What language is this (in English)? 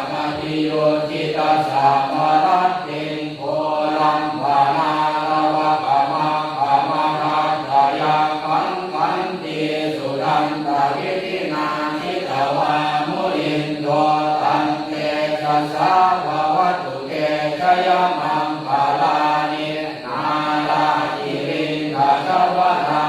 Pali